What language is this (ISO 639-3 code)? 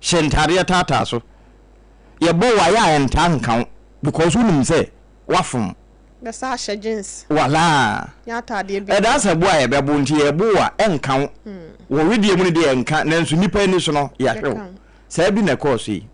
aka